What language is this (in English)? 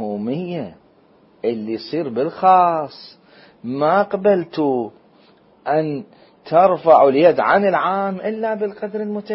Mesopotamian Arabic